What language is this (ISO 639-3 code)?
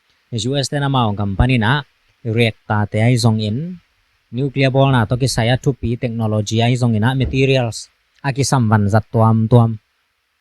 ctd